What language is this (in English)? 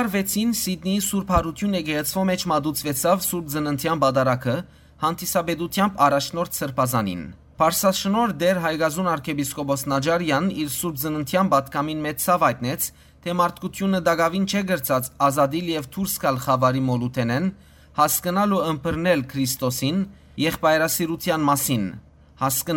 Western Armenian